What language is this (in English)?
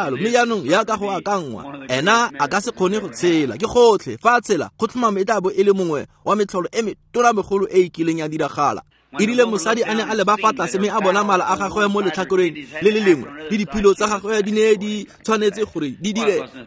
Tswana